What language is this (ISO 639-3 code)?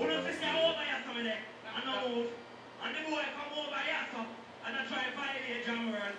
jam